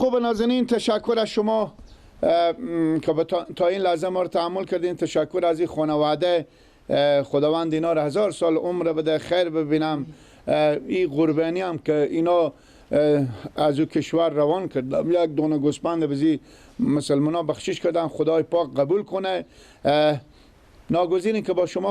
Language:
Persian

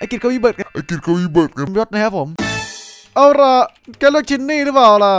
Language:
Thai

